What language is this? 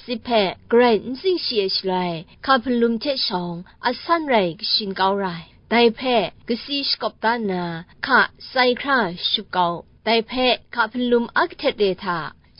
Kachin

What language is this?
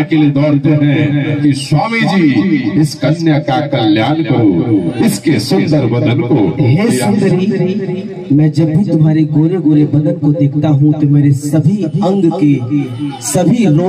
Bhojpuri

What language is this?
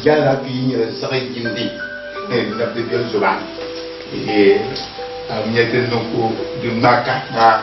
Dagbani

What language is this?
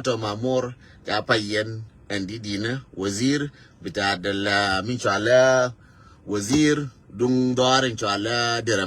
Nuer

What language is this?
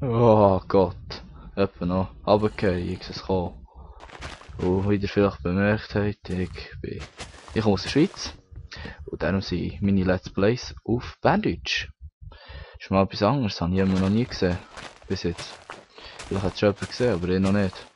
Swiss German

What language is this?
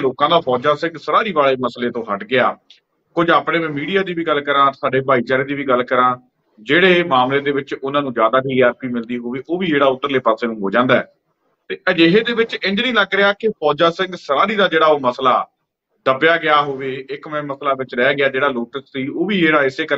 Punjabi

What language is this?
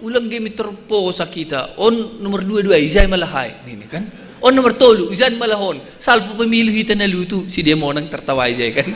Batak Simalungun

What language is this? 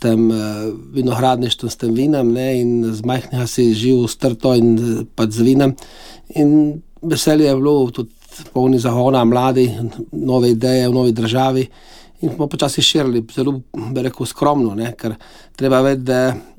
Slovenian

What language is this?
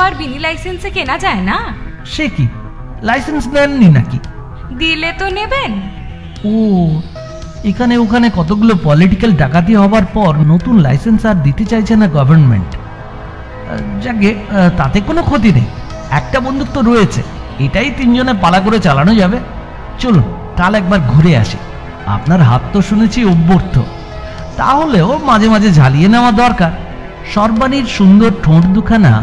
Bangla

